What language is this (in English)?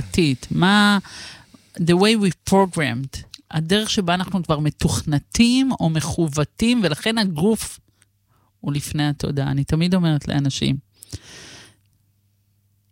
Hebrew